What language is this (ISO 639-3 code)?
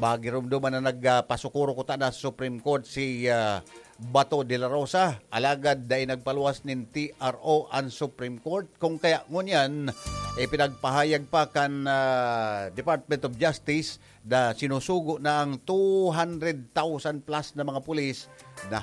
bik